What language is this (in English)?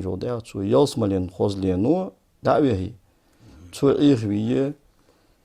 Ingush